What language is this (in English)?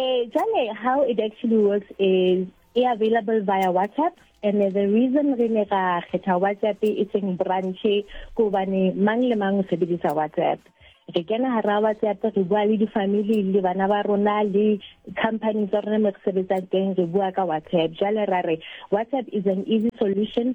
Southern Sotho